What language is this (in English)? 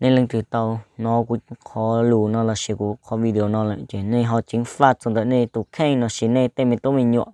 Hmong